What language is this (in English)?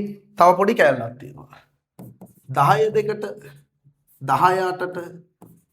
Sinhala